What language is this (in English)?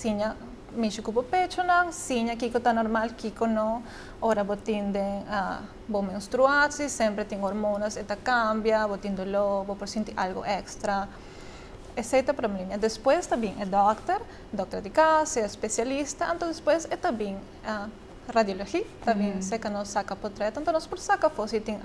Papiamento